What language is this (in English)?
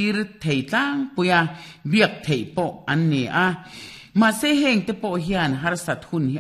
Mizo